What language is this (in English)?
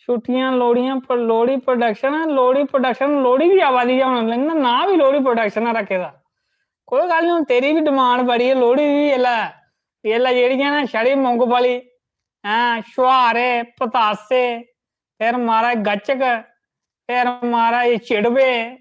Dogri